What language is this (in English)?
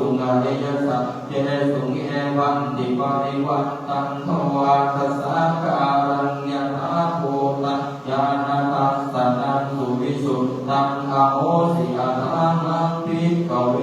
Pali